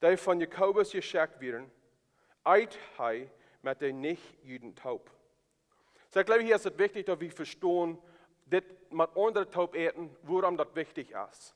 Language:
Plautdietsch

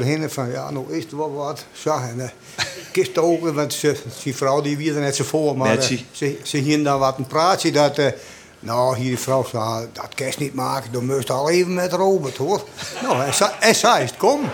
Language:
Western Frisian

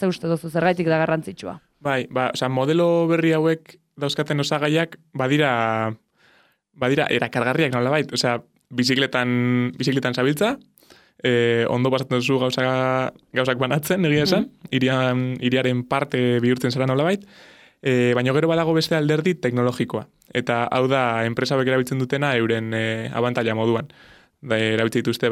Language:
Basque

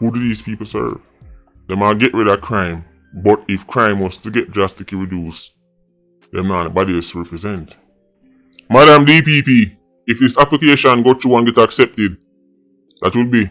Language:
Jamaican Creole English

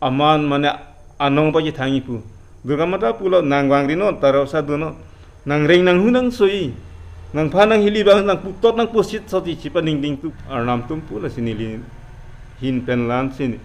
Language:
Karbi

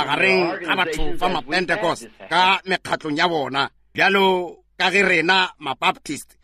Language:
Northern Sotho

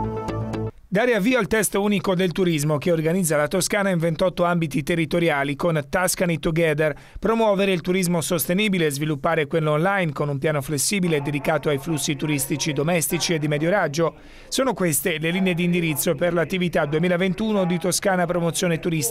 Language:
Italian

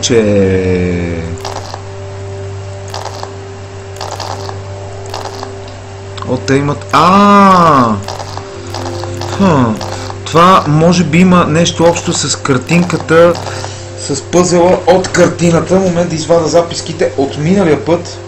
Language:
Bulgarian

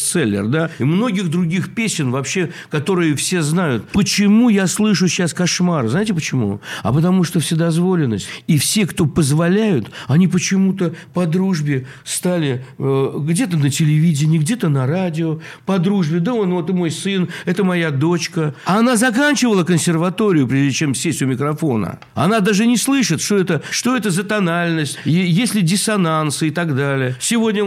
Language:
Russian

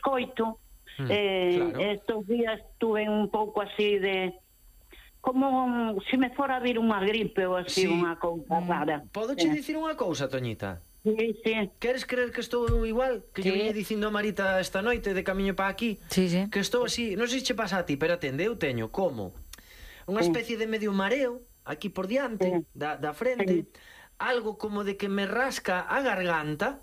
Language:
Galician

